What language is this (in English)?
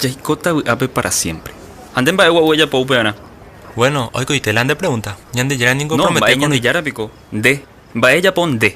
Guarani